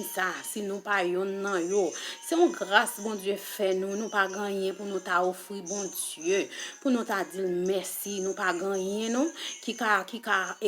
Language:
Haitian Creole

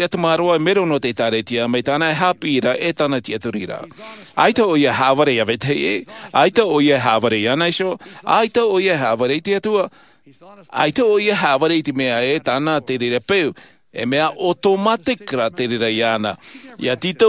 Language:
Tahitian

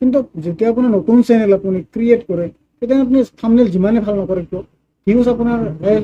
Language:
Assamese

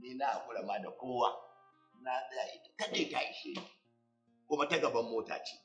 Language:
Hausa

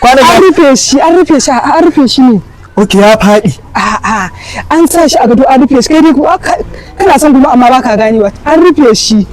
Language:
Hausa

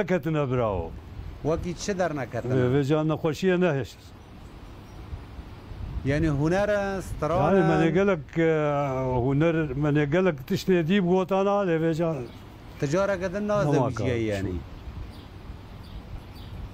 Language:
Kurdish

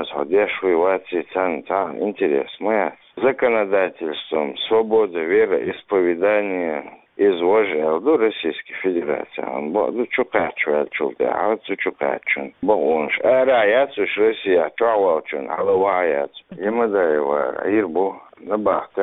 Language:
Chechen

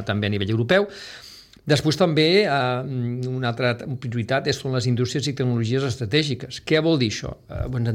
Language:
Catalan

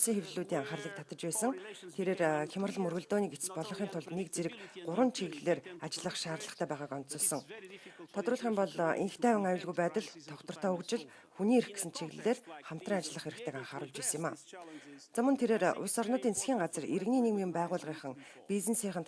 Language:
Mongolian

